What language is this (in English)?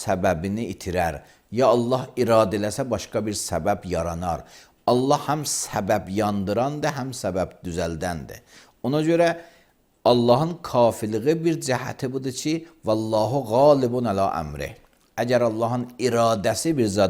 Azerbaijani